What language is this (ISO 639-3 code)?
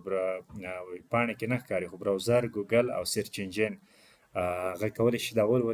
pus